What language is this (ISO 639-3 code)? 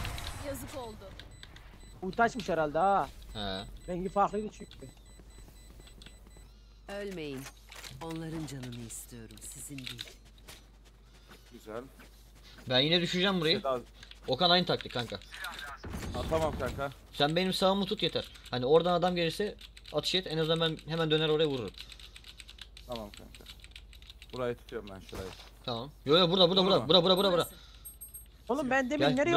tur